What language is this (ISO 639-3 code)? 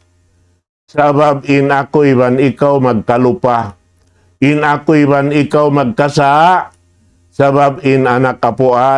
tsg